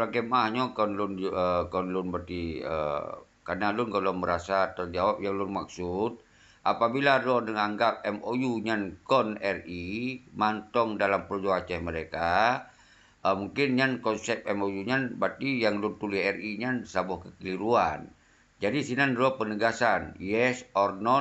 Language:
Achinese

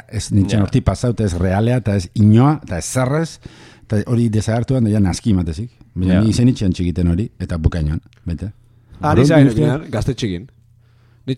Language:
Basque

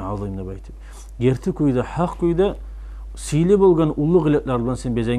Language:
Kumyk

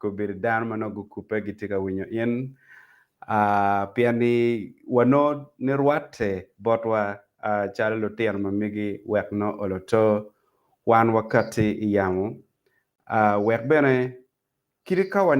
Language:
Acoli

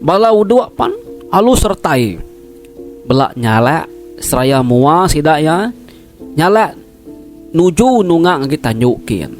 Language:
Iban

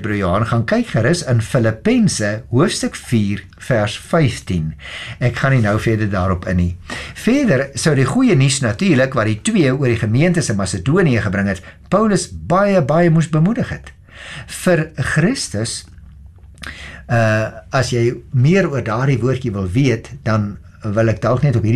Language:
Afrikaans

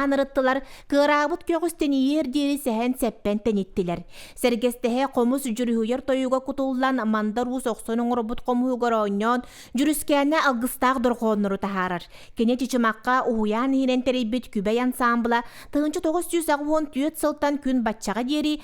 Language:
Yakut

